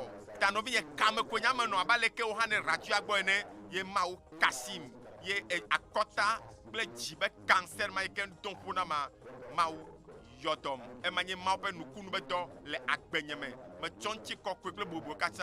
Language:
Ewe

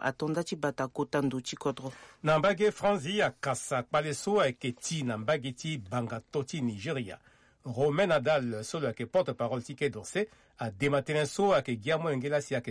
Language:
Sango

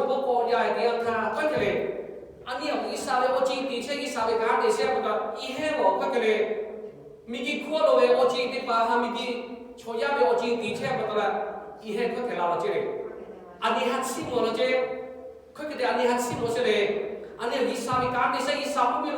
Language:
Lahu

